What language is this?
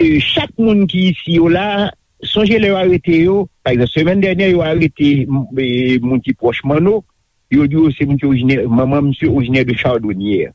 Haitian Creole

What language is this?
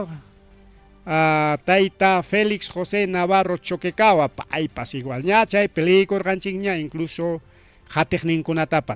Ayacucho Quechua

